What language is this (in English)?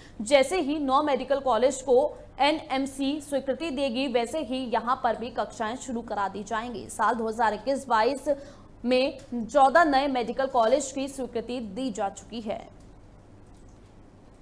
Hindi